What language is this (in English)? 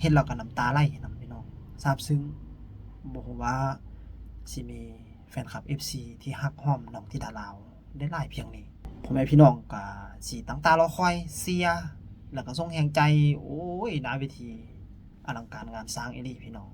Lao